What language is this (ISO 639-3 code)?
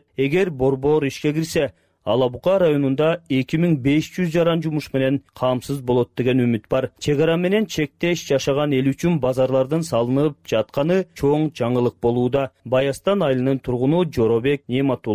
kir